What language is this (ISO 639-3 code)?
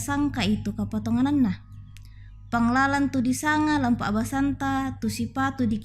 sda